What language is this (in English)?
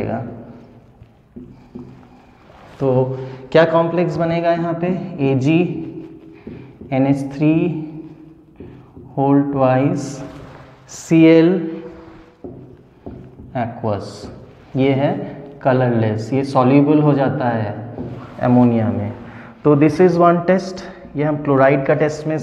Hindi